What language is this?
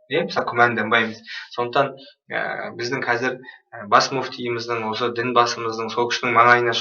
Kazakh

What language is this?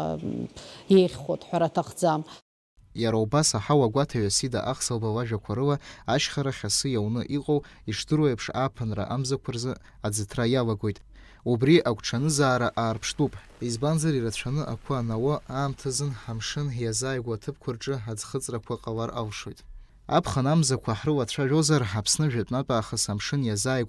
Abkhazian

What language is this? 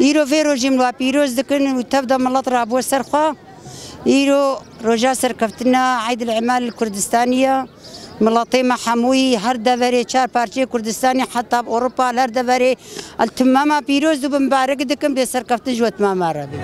Kurdish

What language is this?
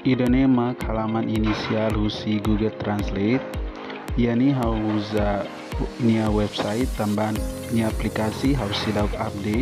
Tetum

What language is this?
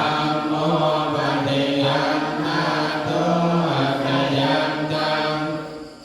Pali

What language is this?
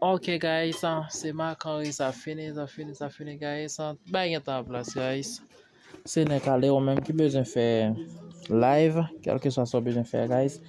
Haitian Creole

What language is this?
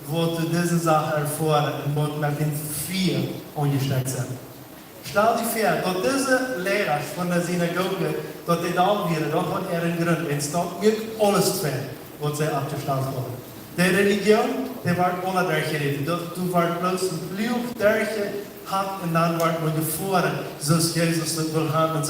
Plautdietsch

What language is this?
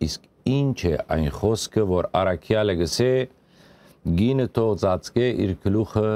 Western Armenian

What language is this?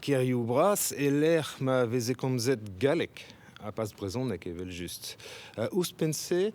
Breton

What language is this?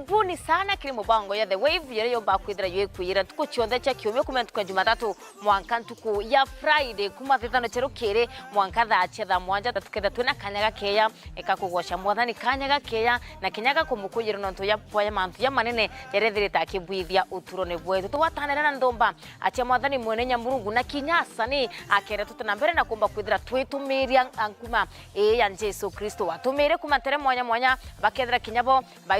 Meru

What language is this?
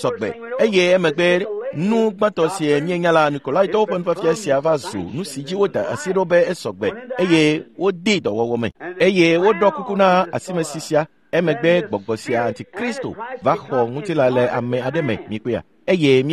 Ewe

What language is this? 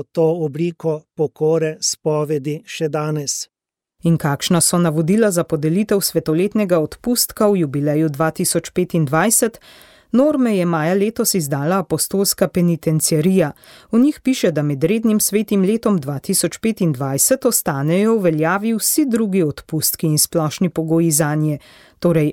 Slovenian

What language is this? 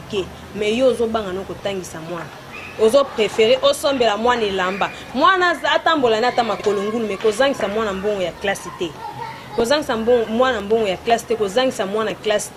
Lingala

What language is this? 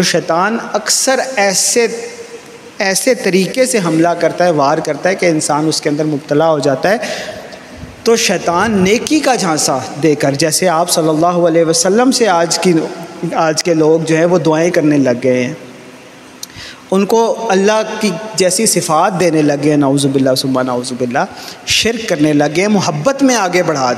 Urdu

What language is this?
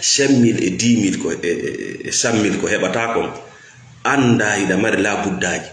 Fula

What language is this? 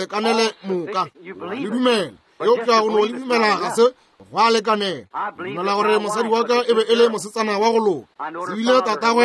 Northern Sotho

